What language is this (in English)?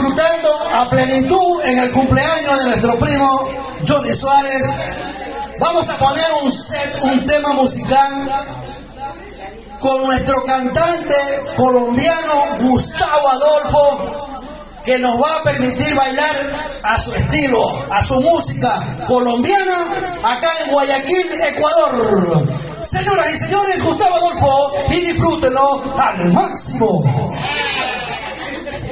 Spanish